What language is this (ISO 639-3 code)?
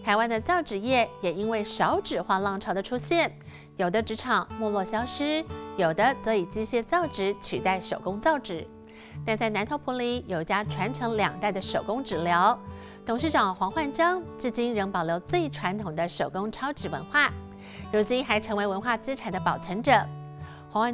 zho